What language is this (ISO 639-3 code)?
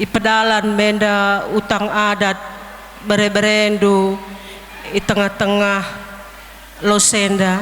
btx